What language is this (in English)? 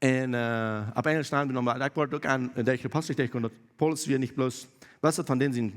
Plautdietsch